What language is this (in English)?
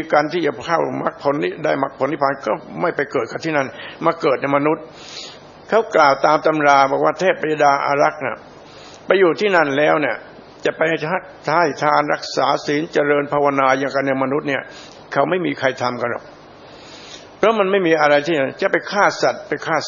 Thai